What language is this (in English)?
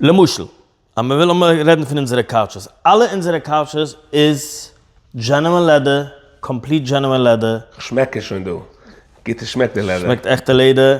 Yiddish